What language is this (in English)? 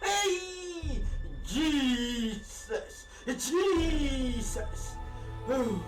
Dagbani